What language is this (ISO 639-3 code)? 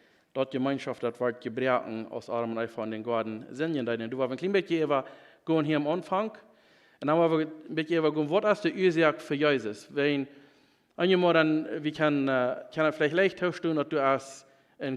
pdt